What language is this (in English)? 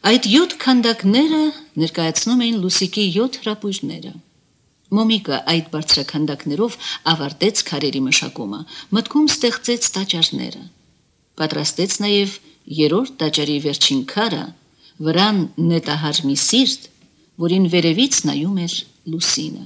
Armenian